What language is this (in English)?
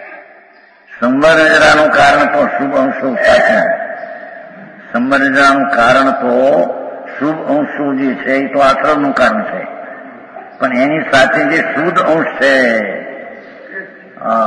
Gujarati